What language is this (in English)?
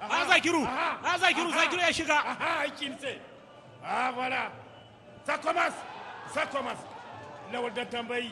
Hausa